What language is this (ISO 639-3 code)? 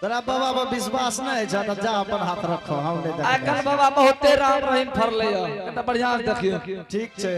anp